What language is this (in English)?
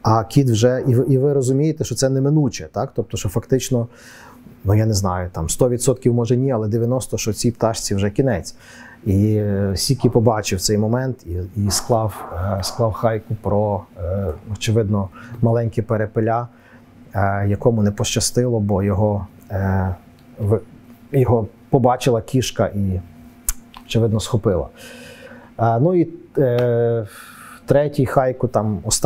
Ukrainian